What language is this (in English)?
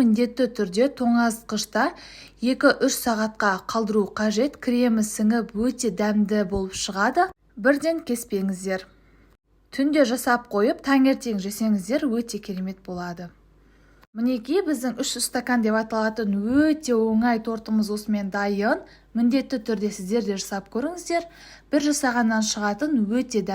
Kazakh